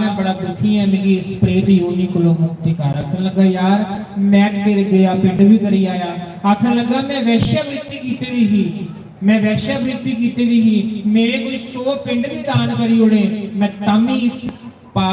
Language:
Dogri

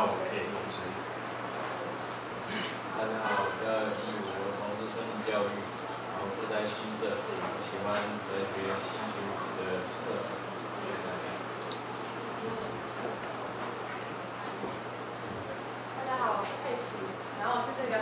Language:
Chinese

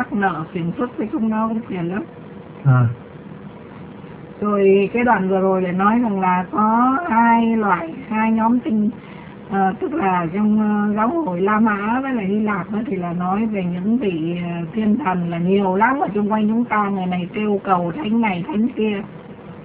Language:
Vietnamese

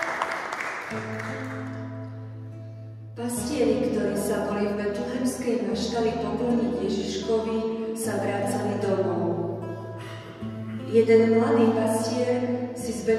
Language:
Slovak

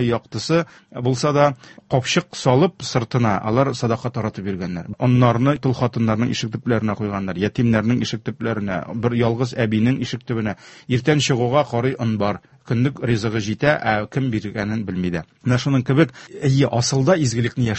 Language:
Tatar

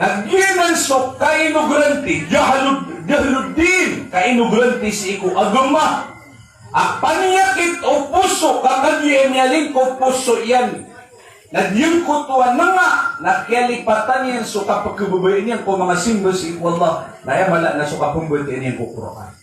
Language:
Maranao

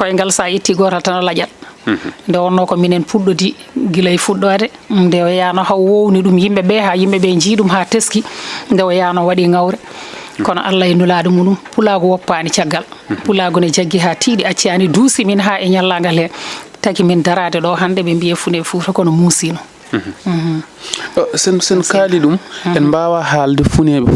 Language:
Fula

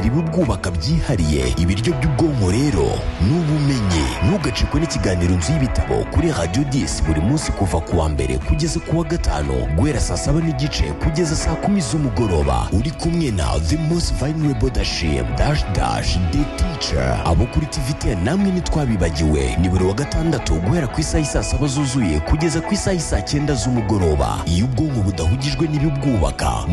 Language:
Kinyarwanda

